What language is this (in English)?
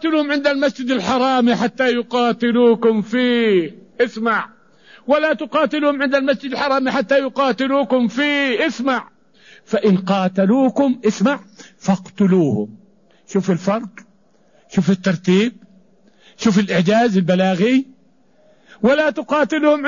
Arabic